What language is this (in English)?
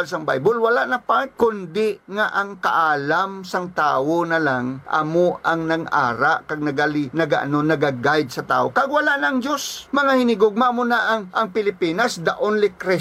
Hiligaynon